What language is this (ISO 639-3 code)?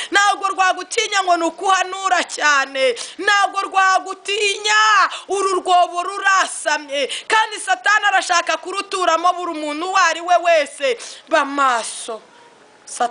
kin